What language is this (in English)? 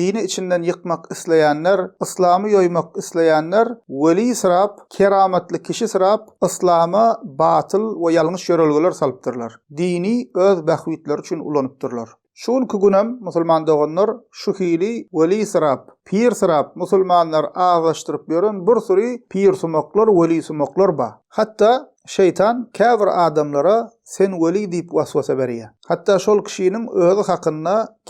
Turkmen